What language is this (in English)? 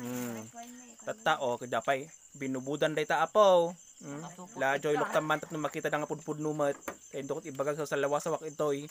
Iloko